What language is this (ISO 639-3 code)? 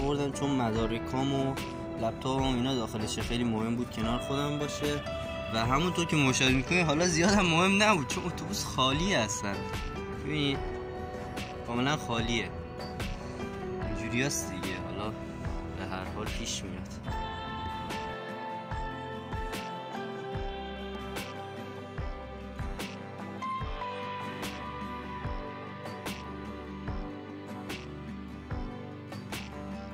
fas